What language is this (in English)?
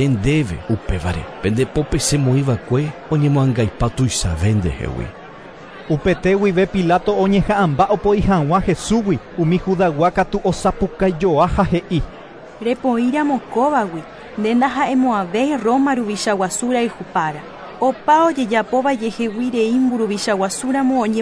Guarani